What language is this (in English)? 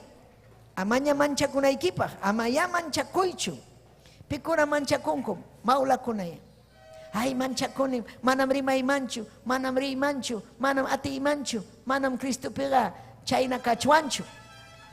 Ayacucho Quechua